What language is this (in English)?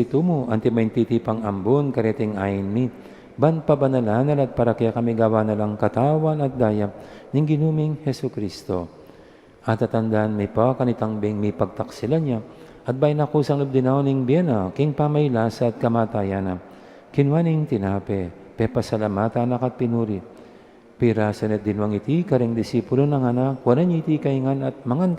Pampanga